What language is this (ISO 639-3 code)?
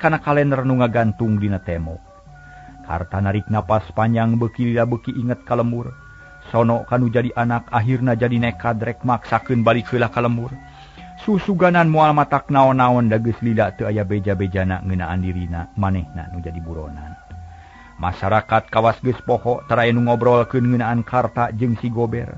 sun